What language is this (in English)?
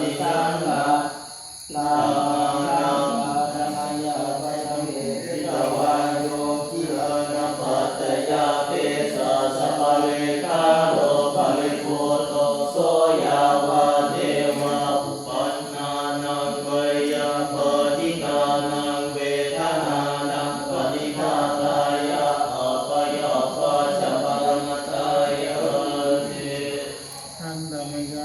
Pali